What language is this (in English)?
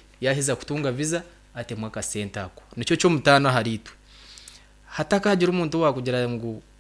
Nyankole